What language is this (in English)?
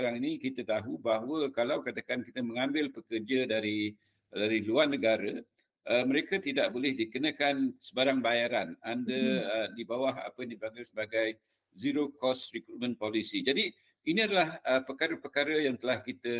Malay